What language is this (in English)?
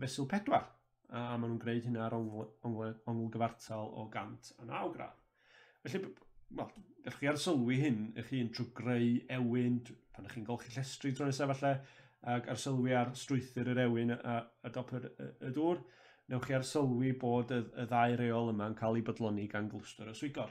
Welsh